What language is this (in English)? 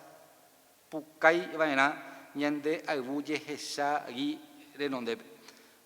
Guarani